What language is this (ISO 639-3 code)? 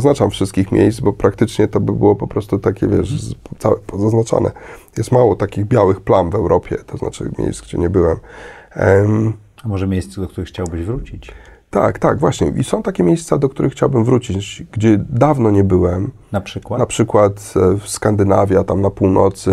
pol